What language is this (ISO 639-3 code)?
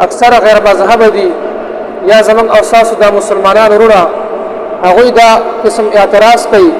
pus